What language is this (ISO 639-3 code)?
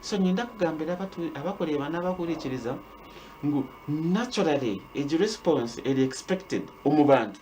nyn